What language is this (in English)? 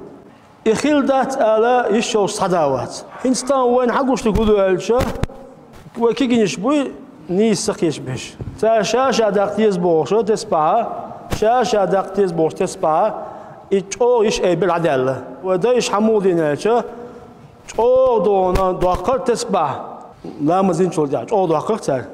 Chechen